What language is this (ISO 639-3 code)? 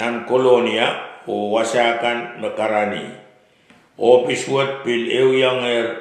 pon